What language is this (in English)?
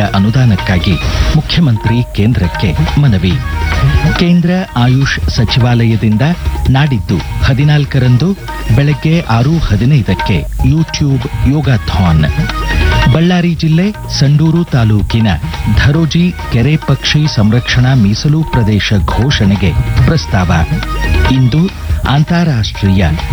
Kannada